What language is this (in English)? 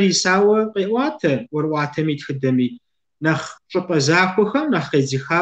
Kabardian